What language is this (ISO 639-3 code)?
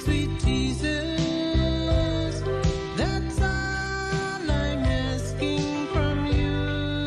pon